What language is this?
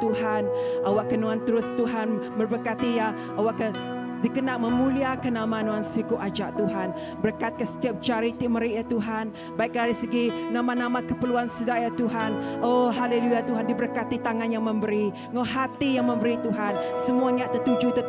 Iban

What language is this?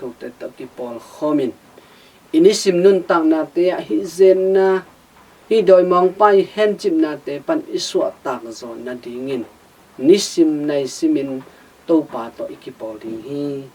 Tedim Chin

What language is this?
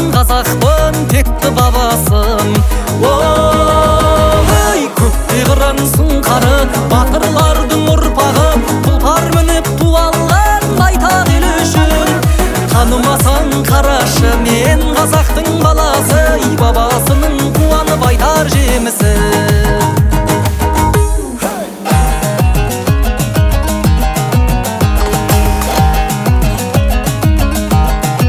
Kazakh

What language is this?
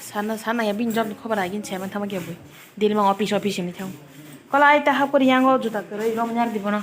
Kok Borok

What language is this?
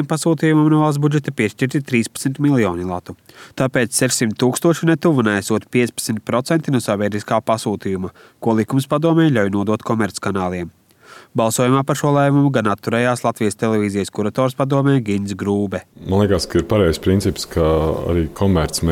Latvian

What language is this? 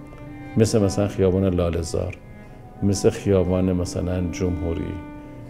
Persian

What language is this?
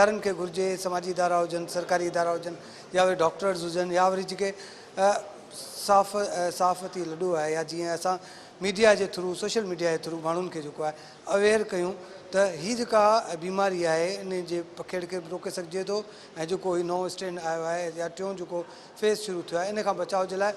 Sindhi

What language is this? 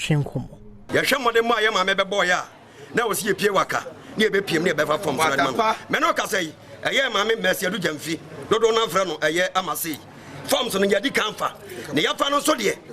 Akan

